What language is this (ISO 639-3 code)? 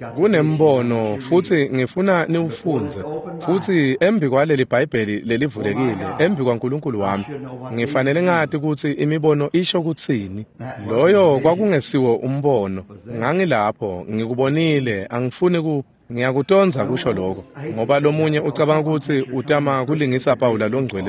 ssw